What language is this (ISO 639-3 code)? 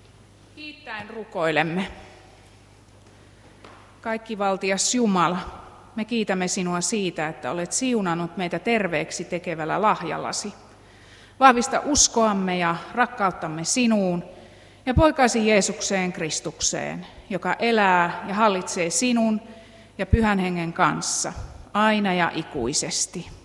fin